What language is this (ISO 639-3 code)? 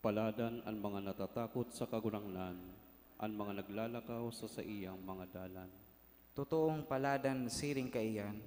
bik